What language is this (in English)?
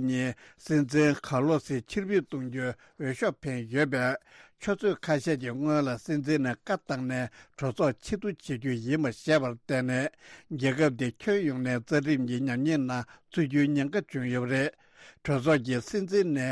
Tibetan